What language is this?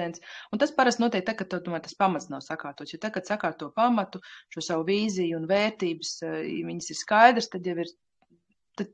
Latvian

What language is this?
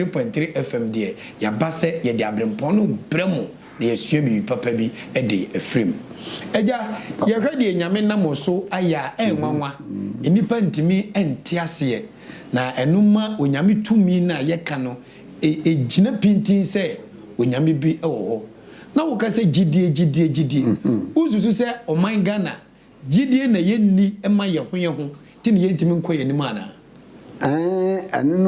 Akan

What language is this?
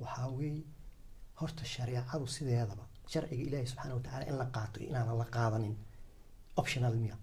Somali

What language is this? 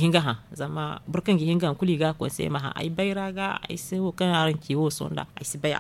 Zarma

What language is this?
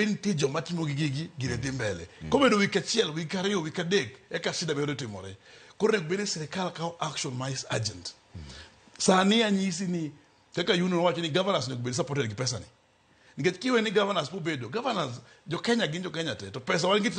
Luo (Kenya and Tanzania)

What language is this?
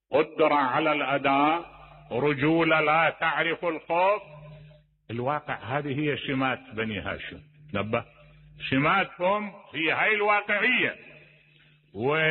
Mesopotamian Arabic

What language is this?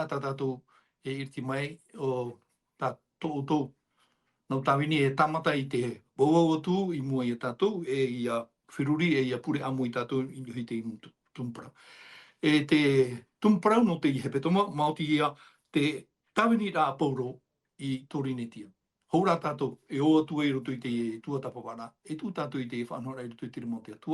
Tahitian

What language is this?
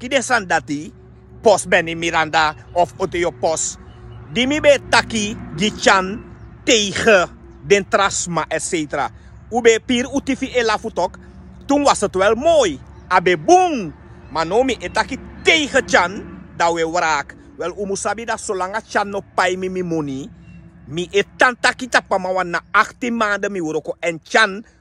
Sranan Tongo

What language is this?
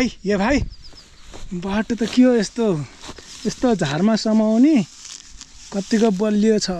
Nepali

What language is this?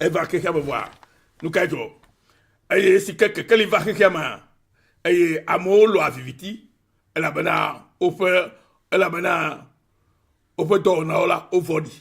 Ewe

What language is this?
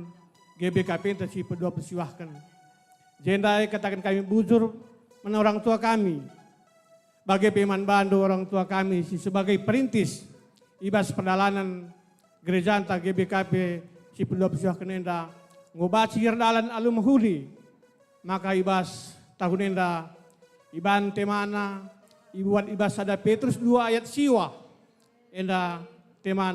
Batak Karo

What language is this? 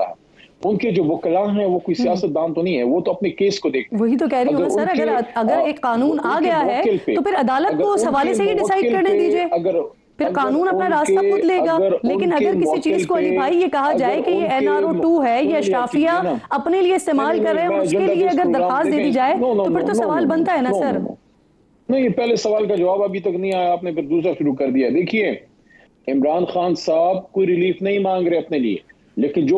Urdu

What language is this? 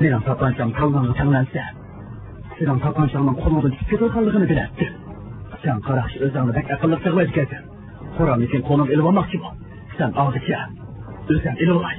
Uyghur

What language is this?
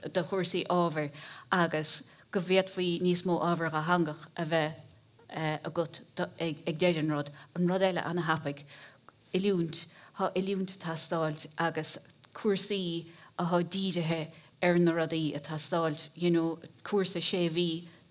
Irish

